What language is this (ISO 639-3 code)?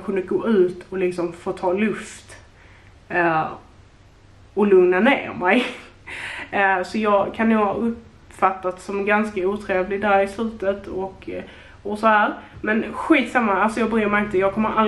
swe